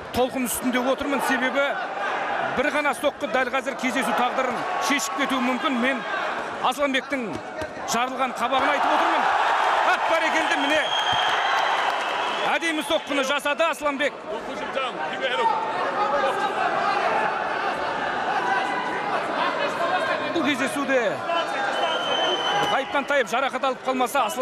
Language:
Kazakh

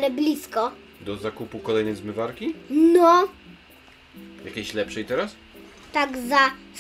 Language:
Polish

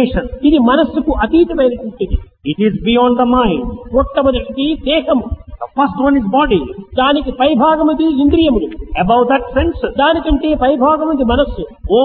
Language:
Telugu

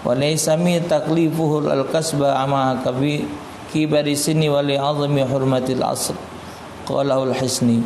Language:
Musi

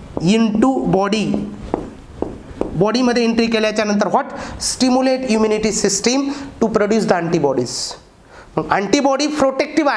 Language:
Marathi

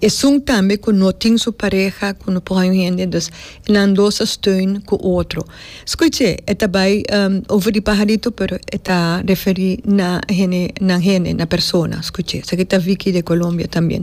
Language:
Papiamento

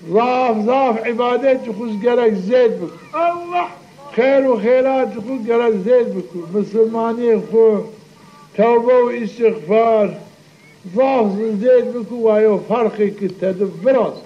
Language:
Zaza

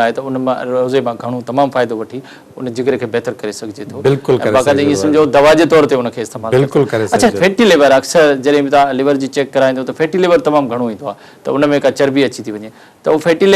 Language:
Sindhi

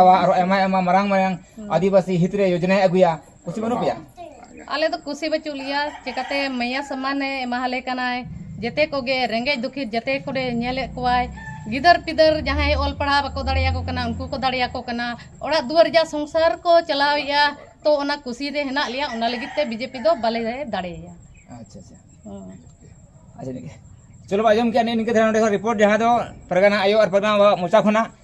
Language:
Santali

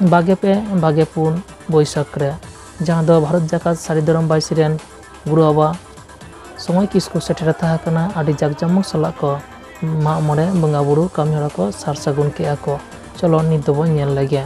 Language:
Santali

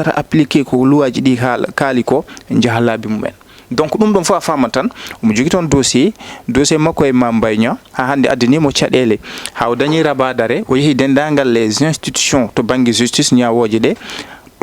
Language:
Fula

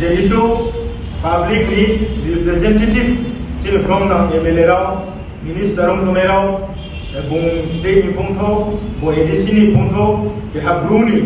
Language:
Riang (India)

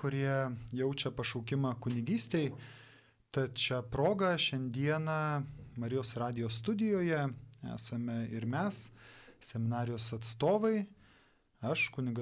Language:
Lithuanian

